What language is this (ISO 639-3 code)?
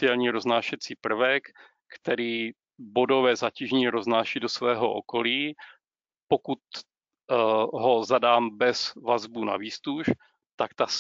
ces